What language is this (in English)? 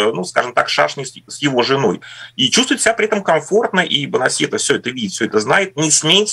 Russian